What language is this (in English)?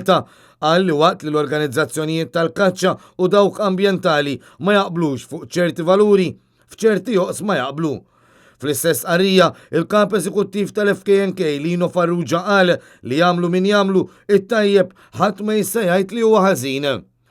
Maltese